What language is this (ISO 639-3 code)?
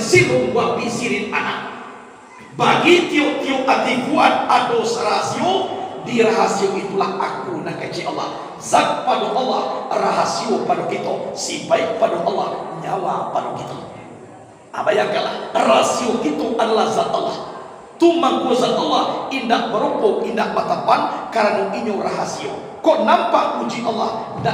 min